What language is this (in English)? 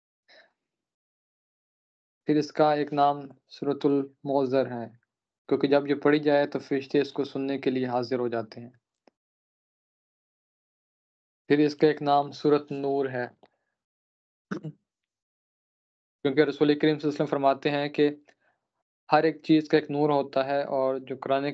Urdu